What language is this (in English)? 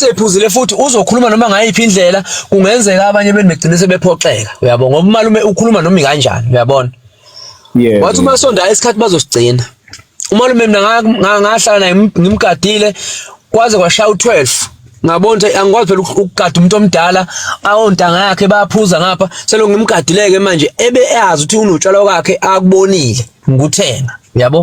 Zulu